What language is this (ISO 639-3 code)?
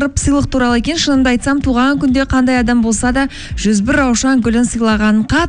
kaz